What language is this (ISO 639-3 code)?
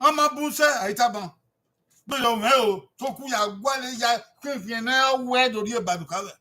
bin